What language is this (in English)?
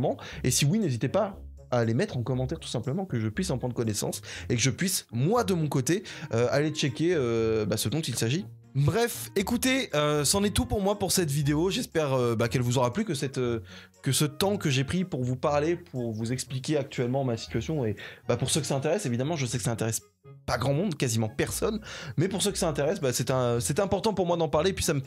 French